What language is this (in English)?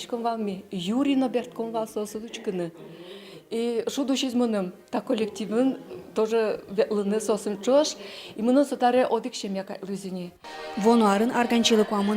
Udmurt